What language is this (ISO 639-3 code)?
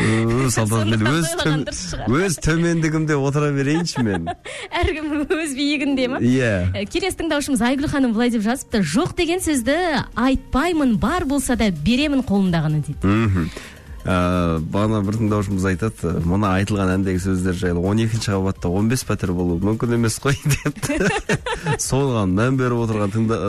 kaz